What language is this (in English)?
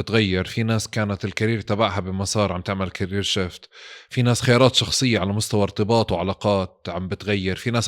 North Levantine Arabic